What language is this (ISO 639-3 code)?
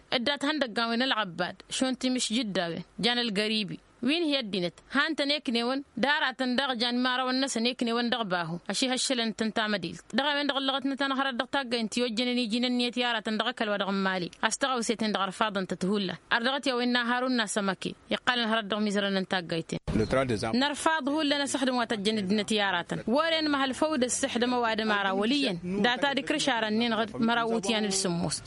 taq